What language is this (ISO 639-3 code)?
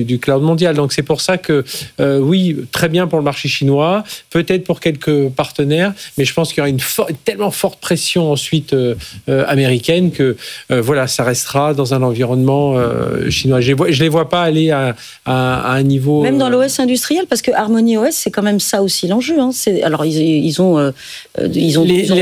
fra